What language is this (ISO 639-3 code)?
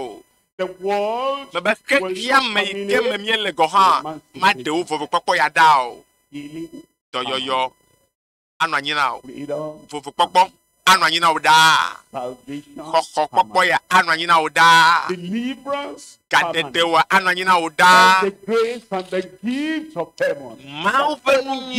ewe